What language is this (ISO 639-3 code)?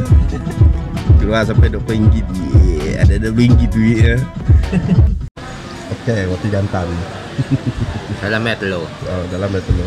msa